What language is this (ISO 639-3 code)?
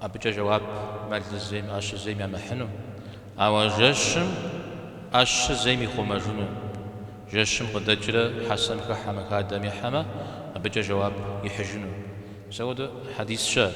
kbd